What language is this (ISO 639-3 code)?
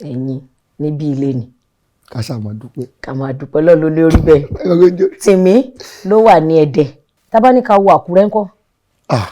yor